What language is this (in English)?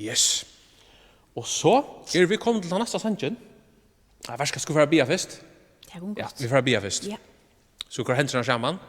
Faroese